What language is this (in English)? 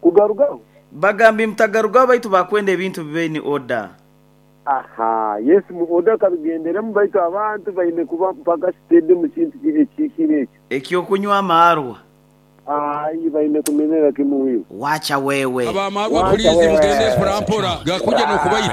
Nyoro